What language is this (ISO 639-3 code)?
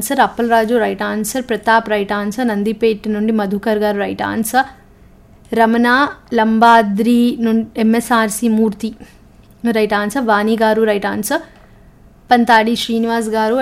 tel